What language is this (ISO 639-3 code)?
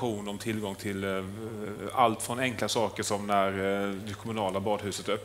swe